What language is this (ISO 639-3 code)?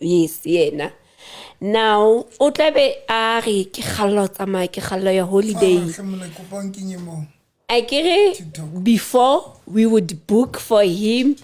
sot